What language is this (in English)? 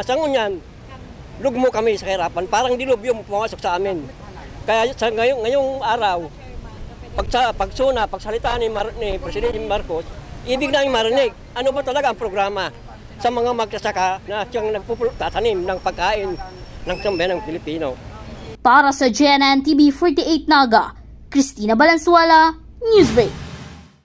Bikol